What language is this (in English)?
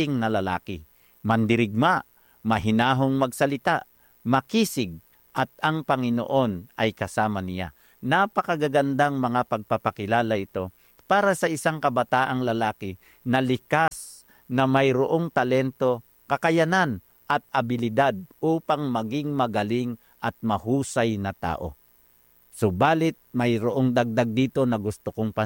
Filipino